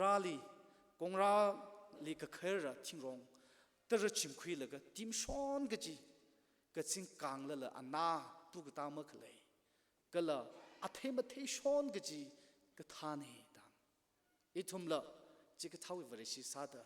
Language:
Tangkhul Naga (India)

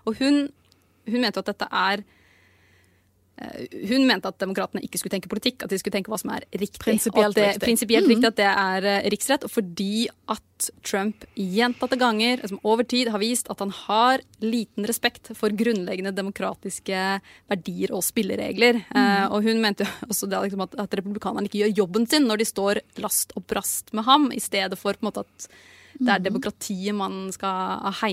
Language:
Norwegian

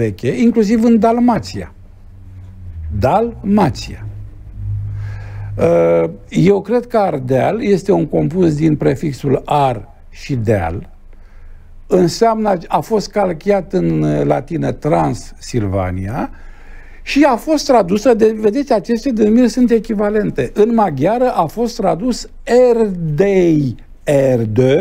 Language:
Romanian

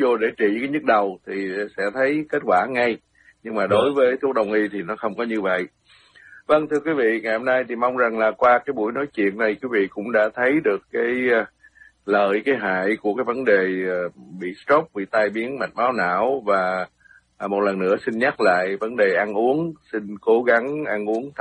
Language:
Vietnamese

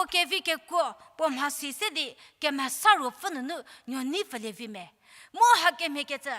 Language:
Angami Naga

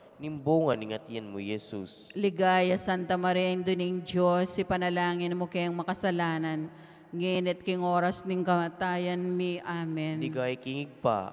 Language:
Pampanga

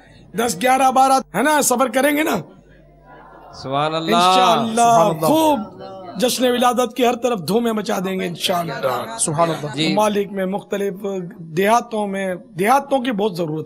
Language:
Urdu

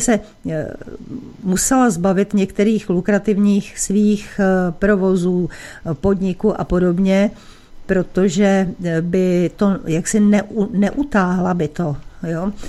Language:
Czech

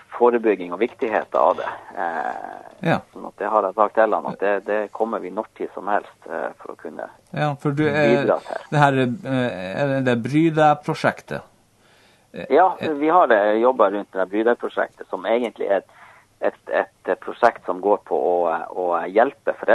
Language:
Norwegian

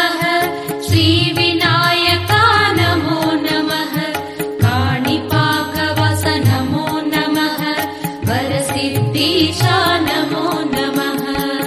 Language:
Kannada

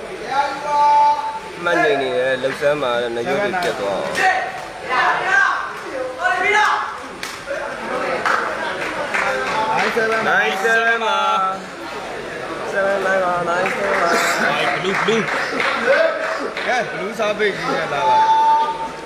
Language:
Burmese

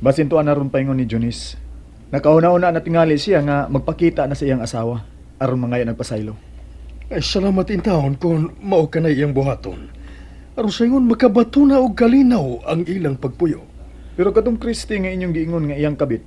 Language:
Cebuano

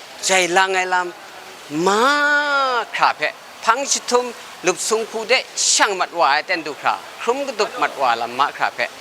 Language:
Kachin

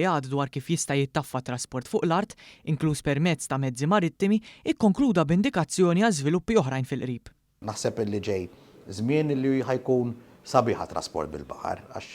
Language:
Maltese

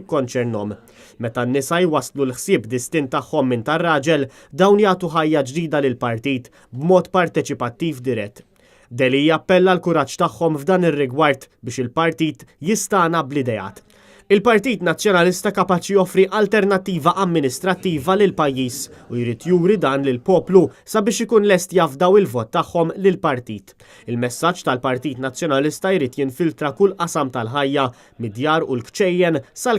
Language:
Maltese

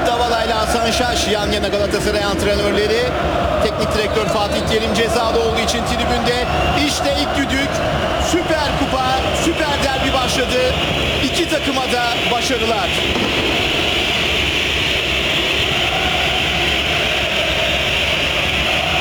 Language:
Turkish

